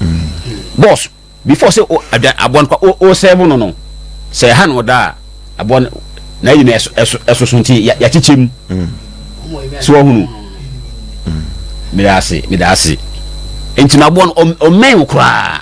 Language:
Akan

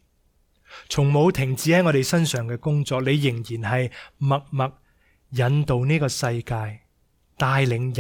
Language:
Cantonese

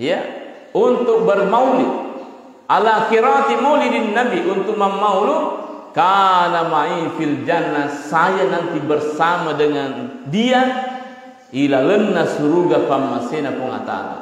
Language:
Buginese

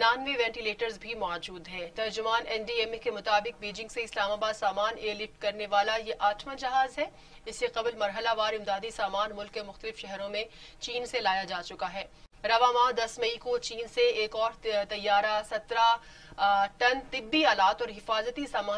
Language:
Urdu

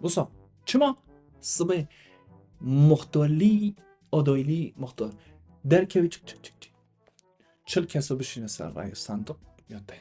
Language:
Kurdish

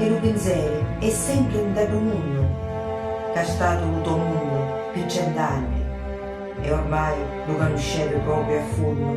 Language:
Sicilian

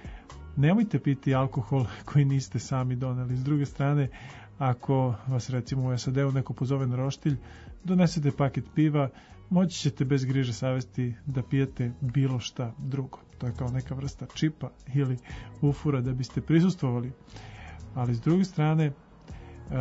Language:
Serbian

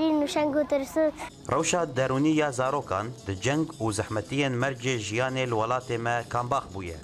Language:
Kurdish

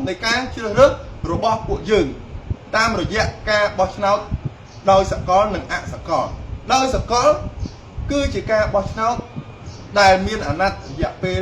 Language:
Khmer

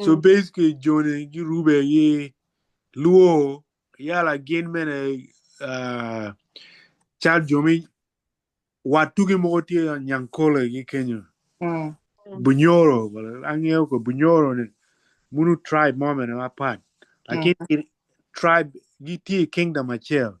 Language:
Acoli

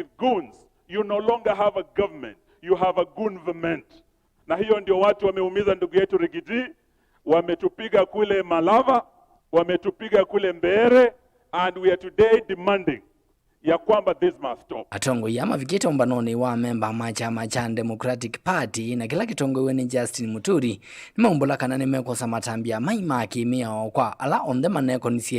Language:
Kamba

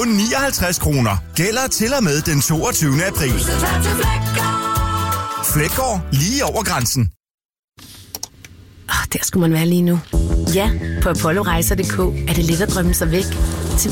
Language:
Danish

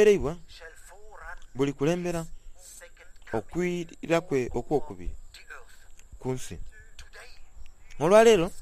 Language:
Soga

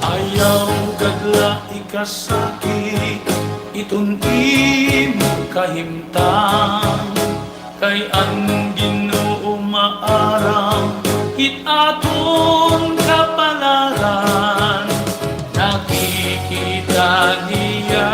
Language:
Waray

